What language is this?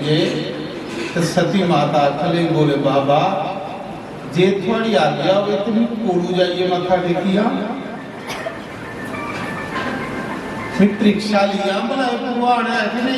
Dogri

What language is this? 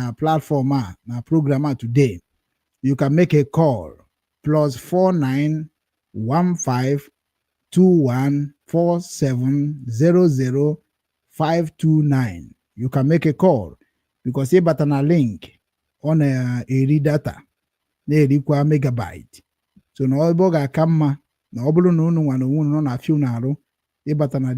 Igbo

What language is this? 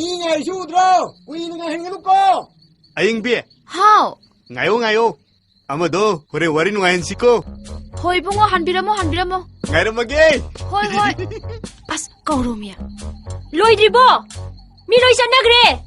Manipuri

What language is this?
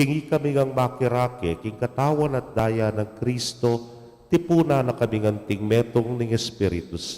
Pampanga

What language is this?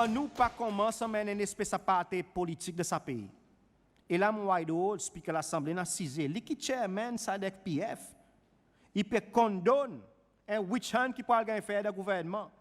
Seselwa Creole French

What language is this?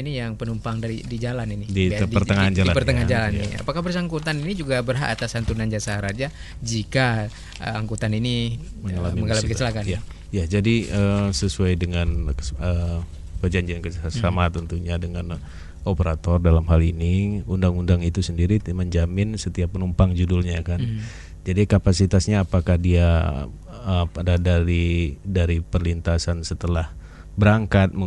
Indonesian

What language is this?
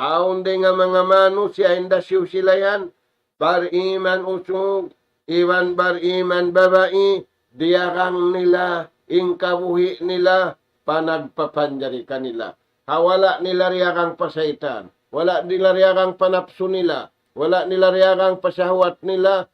Tausug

